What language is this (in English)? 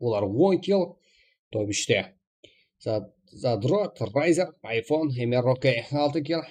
Kara-Kalpak